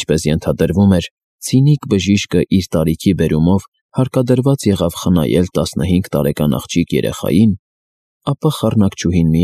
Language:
Armenian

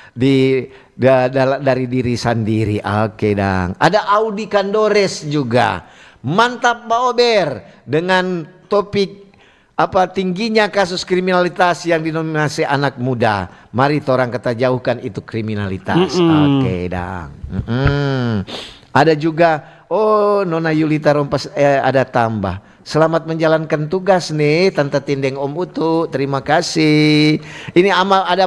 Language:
Manado Malay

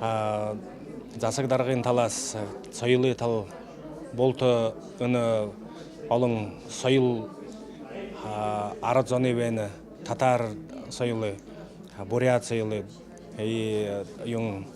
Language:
Buriat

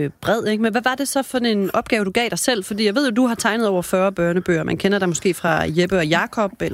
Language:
Danish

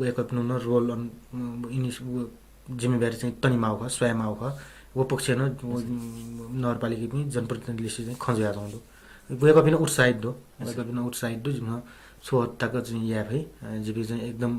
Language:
Newari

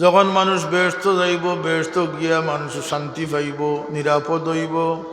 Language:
Sylheti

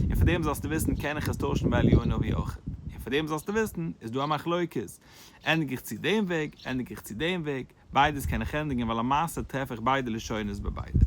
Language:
Yiddish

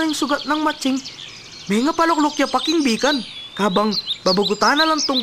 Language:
Pampanga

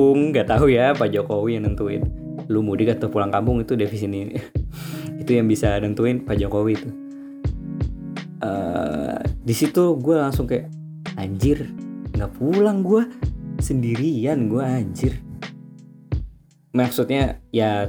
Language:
Indonesian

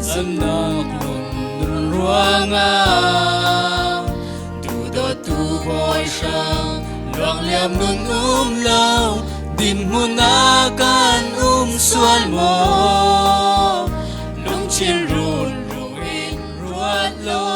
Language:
Falam Chin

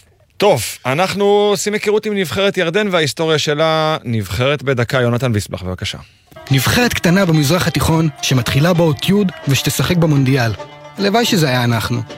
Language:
Hebrew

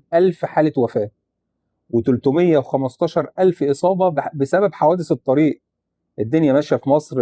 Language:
Egyptian Arabic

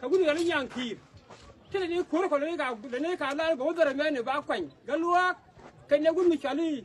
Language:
Nuer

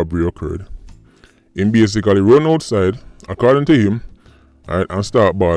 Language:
Jamaican Creole English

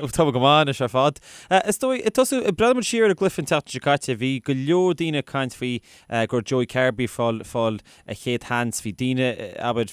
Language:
Irish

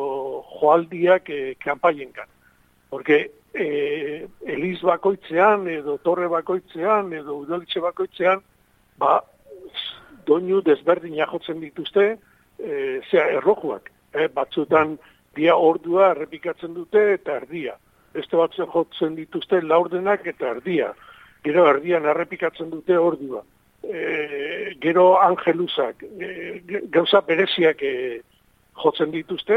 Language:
Basque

